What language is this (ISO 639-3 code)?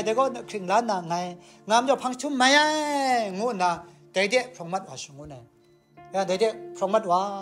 kac